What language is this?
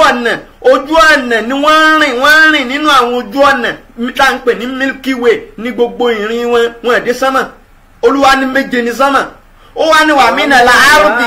Yoruba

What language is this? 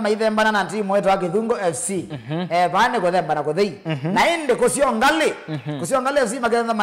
Kamba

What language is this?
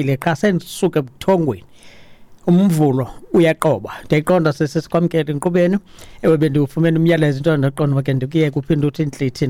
Xhosa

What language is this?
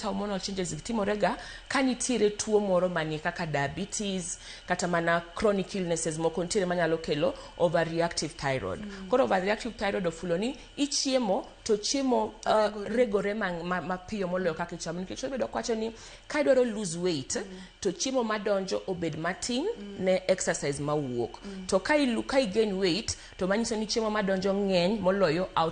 Luo (Kenya and Tanzania)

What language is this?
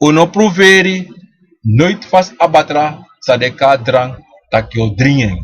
Sranan Tongo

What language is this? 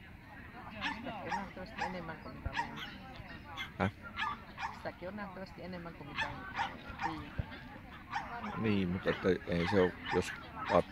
Finnish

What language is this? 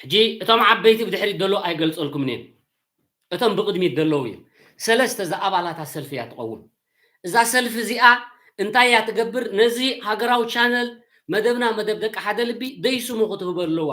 Tigrinya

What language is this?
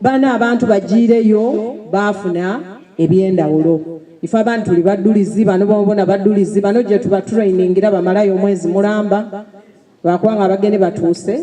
Soga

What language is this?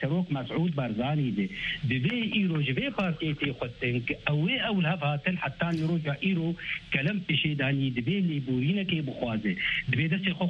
Kurdish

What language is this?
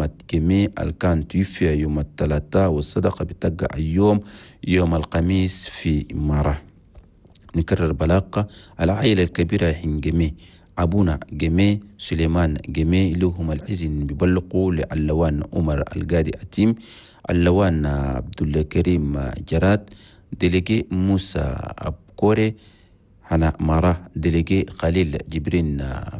Chadian Arabic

